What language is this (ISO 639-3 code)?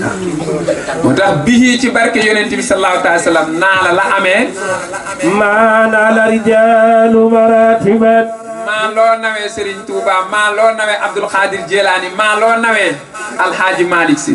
wol